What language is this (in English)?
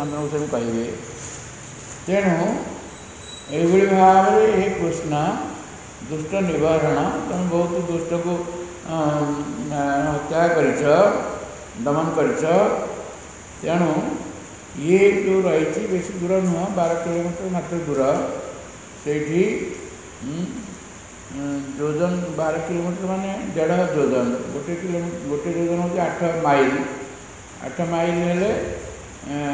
Odia